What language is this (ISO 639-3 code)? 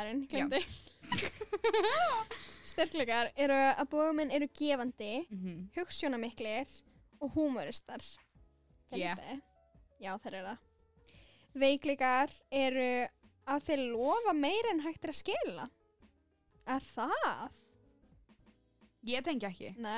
isl